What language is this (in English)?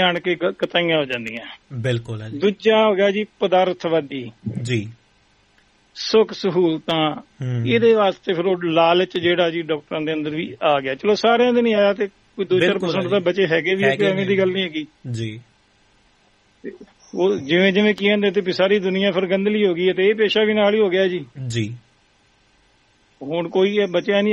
Punjabi